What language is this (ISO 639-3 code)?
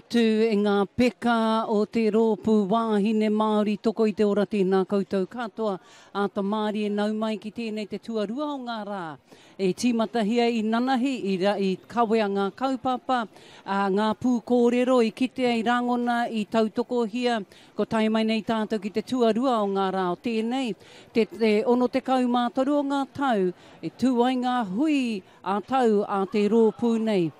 mri